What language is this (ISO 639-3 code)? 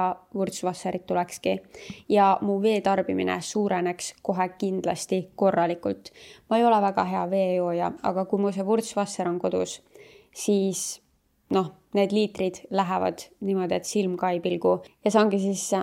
est